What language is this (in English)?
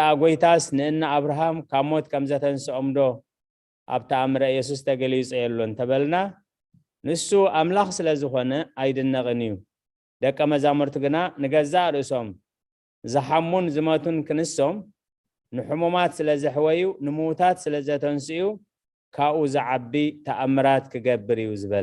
Tigrinya